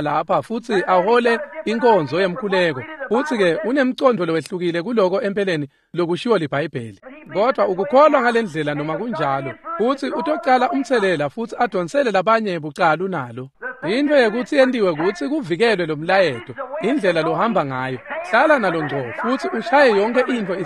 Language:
Swati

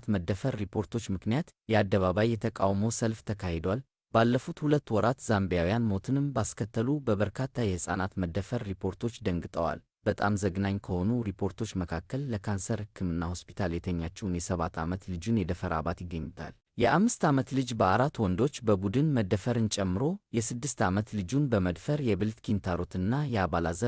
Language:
Amharic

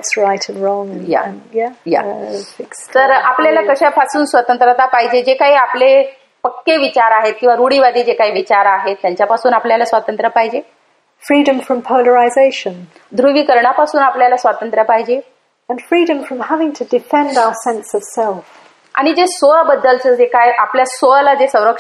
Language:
Marathi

